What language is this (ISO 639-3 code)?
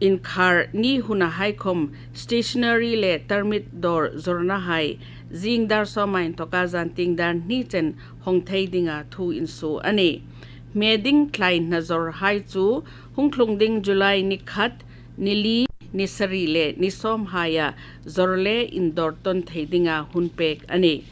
hmr